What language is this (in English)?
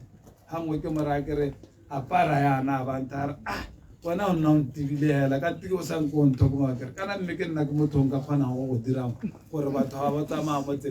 Tswana